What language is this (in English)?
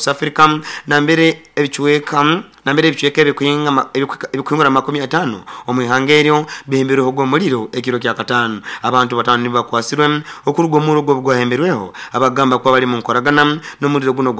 Nyoro